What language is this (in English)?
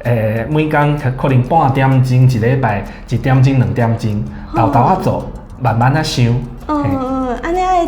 Min Nan Chinese